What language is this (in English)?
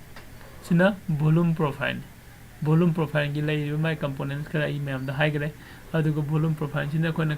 Manipuri